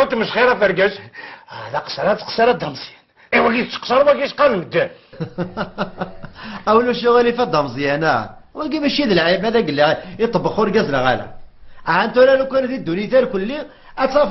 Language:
Kabyle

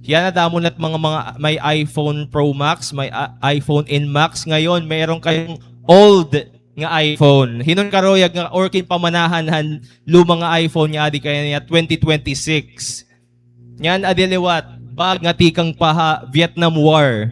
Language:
Waray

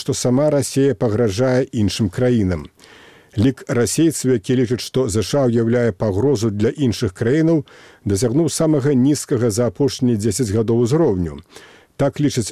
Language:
Belarusian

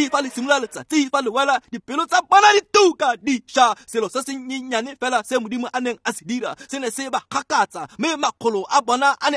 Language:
Tswana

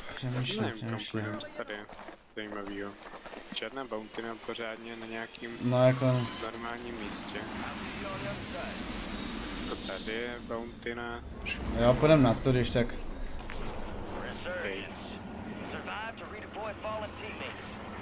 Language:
Czech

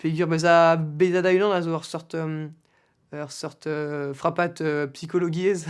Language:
Breton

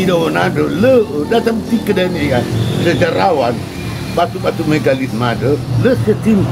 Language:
Nias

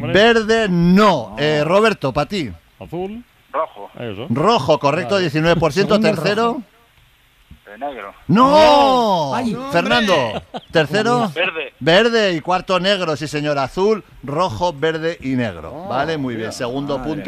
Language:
Spanish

